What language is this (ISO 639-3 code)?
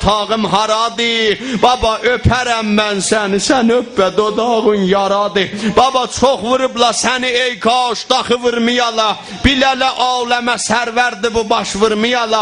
azb